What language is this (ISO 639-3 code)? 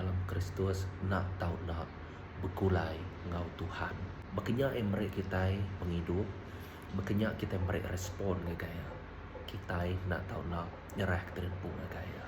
iba